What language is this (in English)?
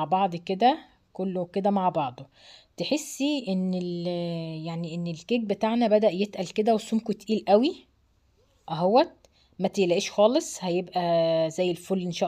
Egyptian Arabic